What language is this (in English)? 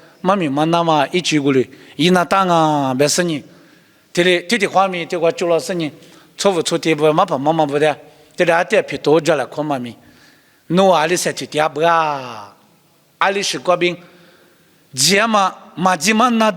Lisu